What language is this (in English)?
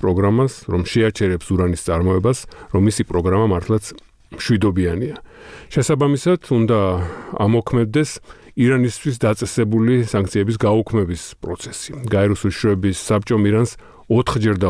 Georgian